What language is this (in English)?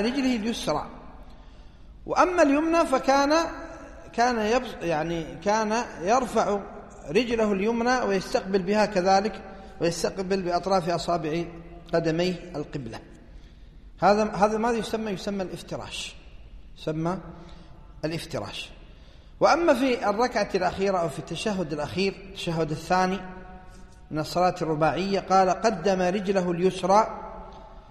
Arabic